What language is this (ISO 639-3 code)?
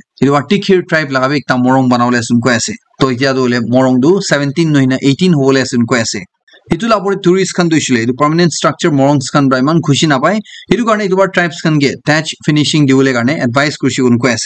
nag